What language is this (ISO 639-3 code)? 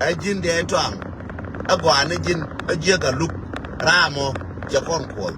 nus